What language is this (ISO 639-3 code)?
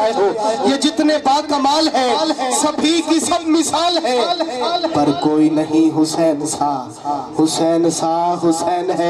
urd